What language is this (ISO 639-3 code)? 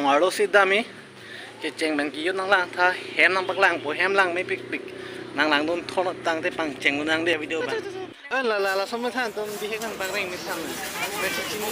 mjw